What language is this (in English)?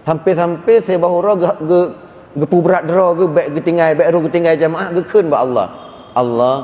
Achinese